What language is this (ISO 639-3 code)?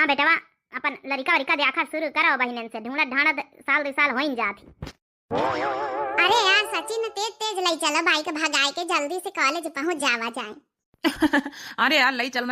awa